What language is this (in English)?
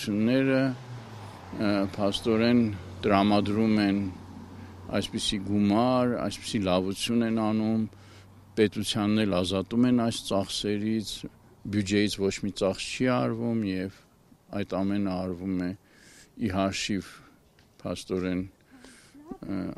Armenian